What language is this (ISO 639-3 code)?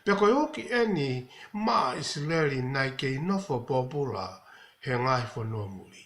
ton